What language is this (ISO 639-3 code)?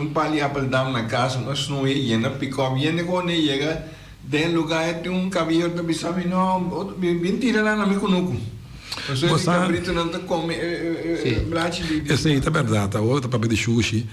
pap